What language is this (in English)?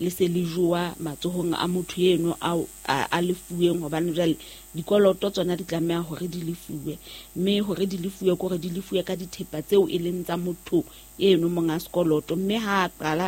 Southern Sotho